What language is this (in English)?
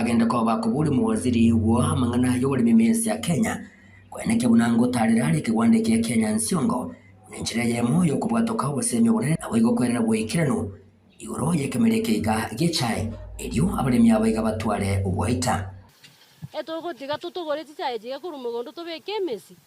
Gusii